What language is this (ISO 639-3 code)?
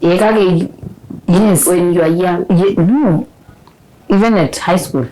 mas